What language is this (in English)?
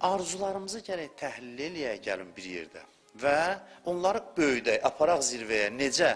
Azerbaijani